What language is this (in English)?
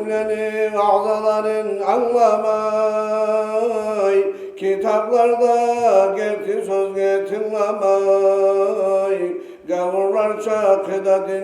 Kumyk